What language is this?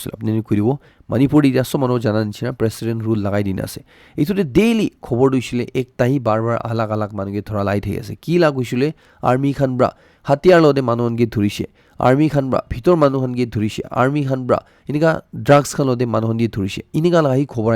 Naga Pidgin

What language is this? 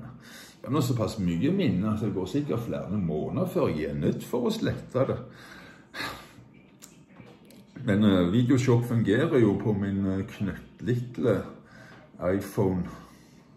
Norwegian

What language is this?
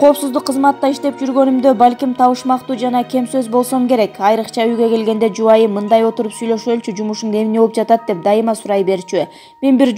Kyrgyz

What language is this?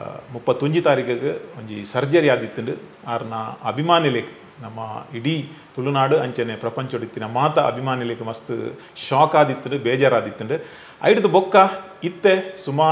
Tulu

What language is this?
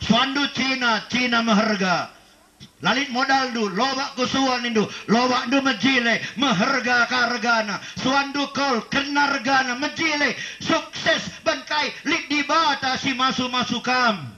Batak Karo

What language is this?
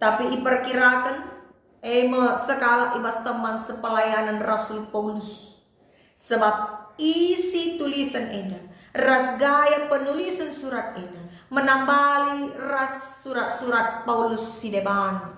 Batak Karo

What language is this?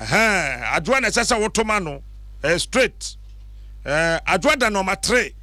Akan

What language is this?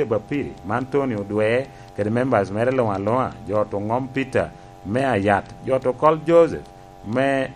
Lango (Uganda)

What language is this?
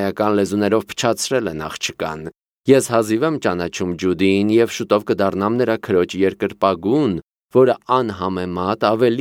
Armenian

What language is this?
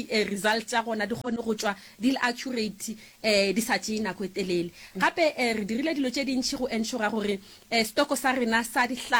Northern Sotho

